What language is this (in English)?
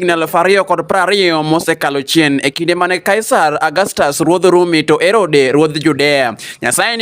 Luo (Kenya and Tanzania)